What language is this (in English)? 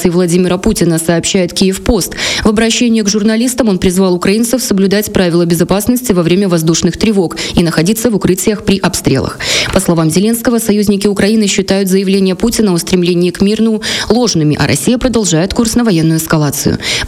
Russian